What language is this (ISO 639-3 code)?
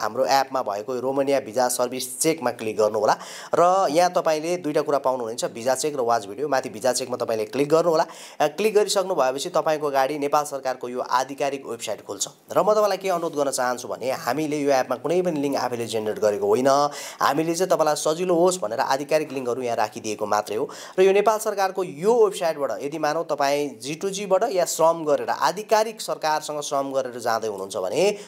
nep